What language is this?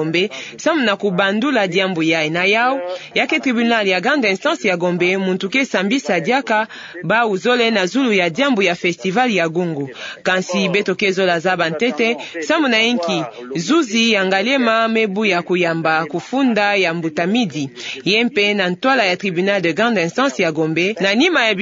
Kituba (Democratic Republic of Congo)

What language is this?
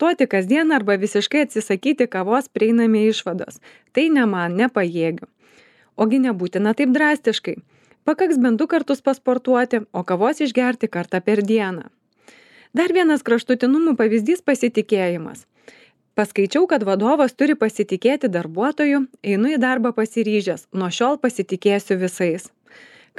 Lithuanian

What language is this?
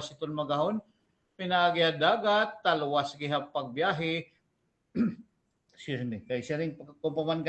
Waray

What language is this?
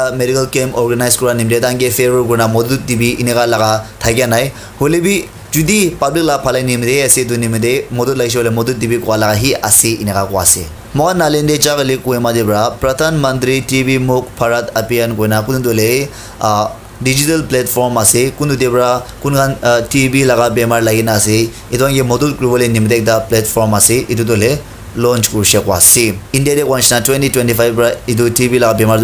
Naga Pidgin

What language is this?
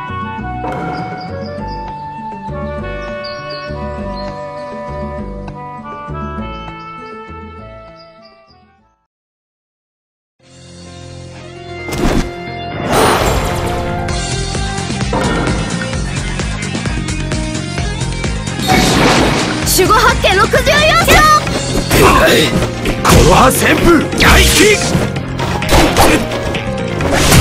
Japanese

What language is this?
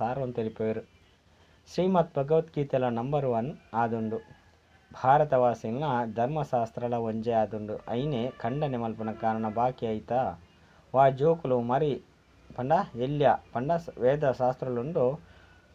Tulu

